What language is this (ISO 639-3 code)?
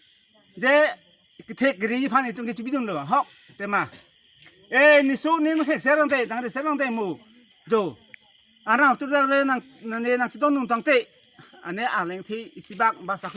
mjw